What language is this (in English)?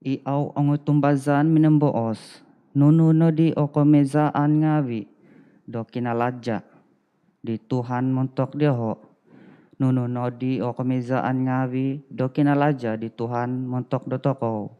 Central Dusun